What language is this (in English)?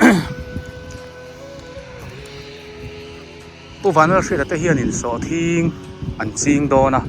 Biete